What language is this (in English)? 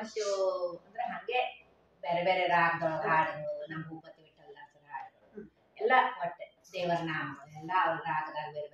Kannada